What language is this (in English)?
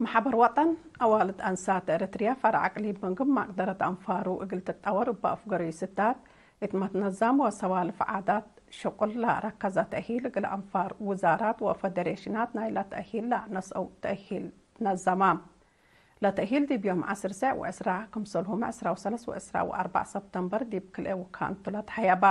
Tigre